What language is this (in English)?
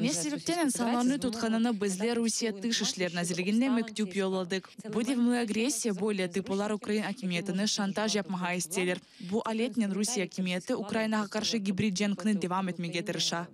Crimean Tatar